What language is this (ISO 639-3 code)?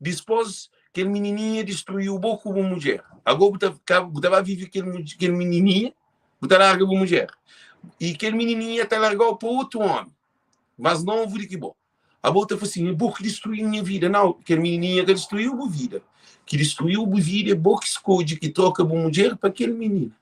kea